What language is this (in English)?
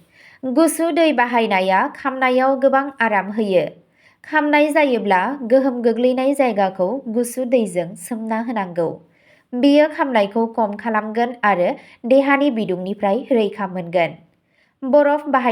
Bodo